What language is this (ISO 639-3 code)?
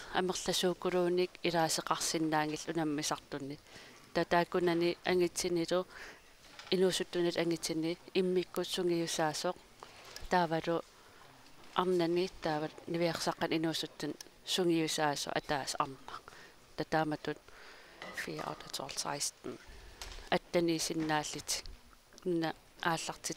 kal